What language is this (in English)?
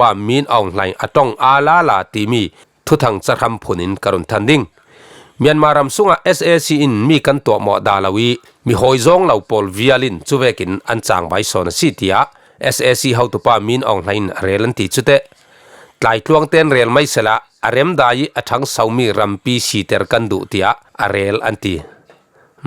Falam Chin